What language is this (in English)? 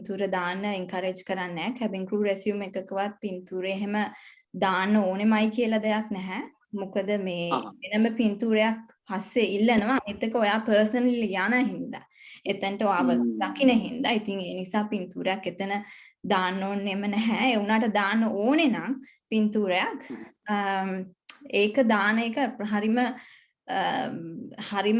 Sinhala